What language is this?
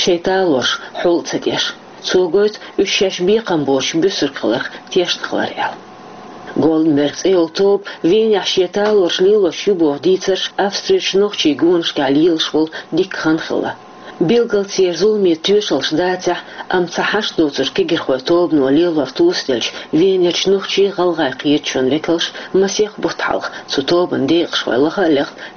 Chechen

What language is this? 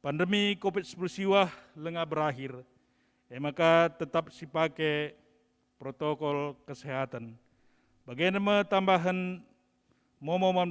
Batak Karo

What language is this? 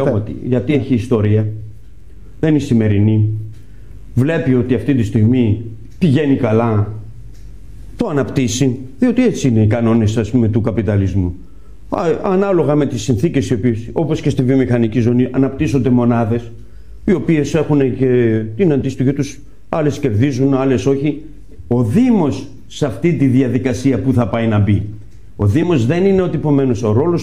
Greek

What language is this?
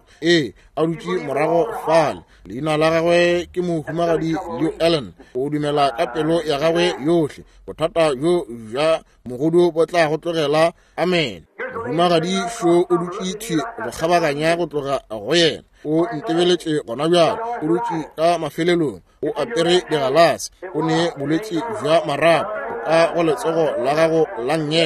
Northern Sotho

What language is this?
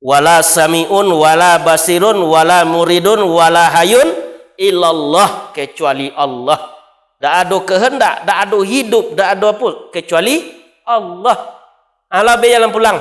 Minangkabau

